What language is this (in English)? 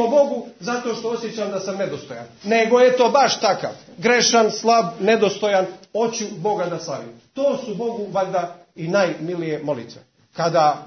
Serbian